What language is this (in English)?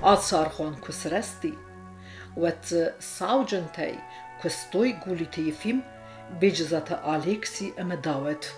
Ossetic